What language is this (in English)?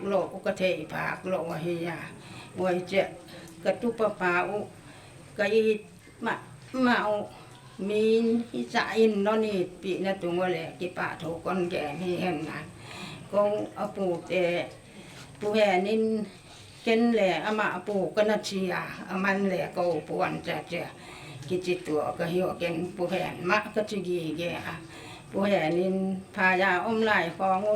Paite Chin